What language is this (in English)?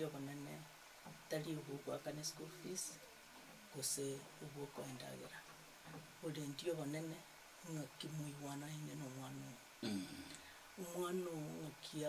Gusii